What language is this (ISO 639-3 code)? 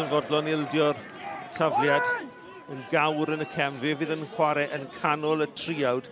cym